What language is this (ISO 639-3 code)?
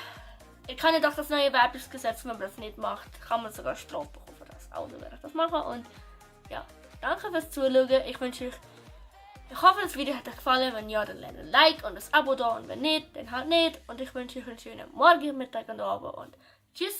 gsw